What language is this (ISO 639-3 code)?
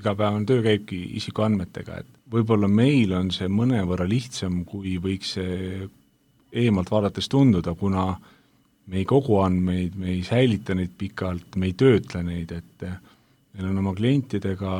est